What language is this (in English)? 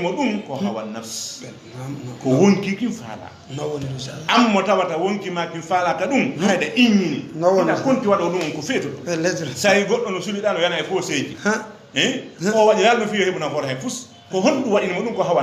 Fula